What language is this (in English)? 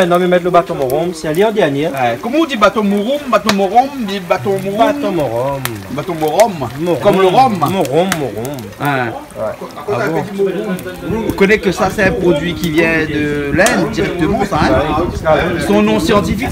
Réunion Creole French